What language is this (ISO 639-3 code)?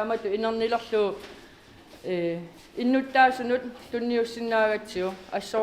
kal